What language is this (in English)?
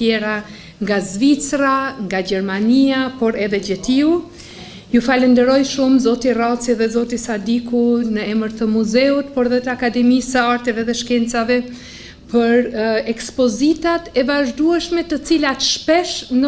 Albanian